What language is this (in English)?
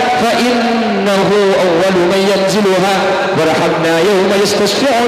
Madurese